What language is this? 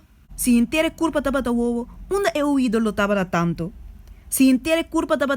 Papiamento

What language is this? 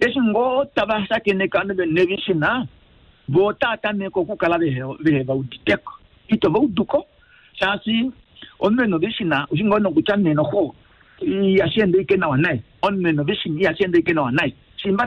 Kuanyama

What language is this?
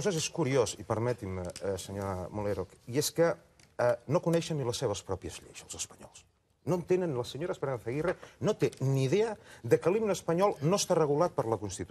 Catalan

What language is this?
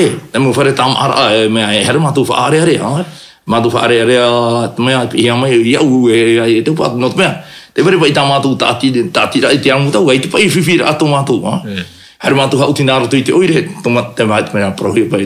Tahitian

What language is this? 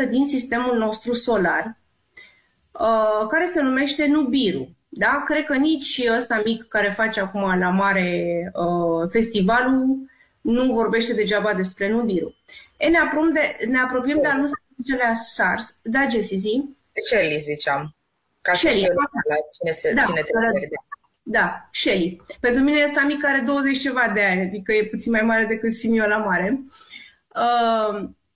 Romanian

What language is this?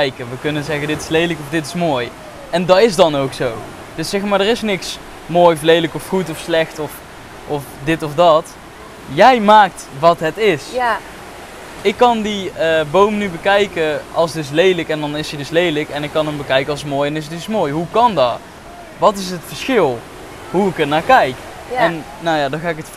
Dutch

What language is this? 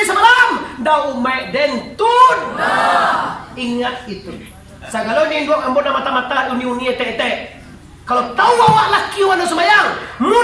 Minangkabau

